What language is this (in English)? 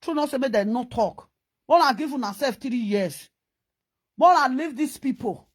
Nigerian Pidgin